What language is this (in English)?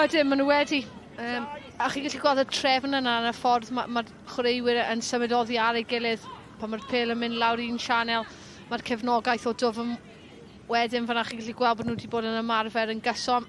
Welsh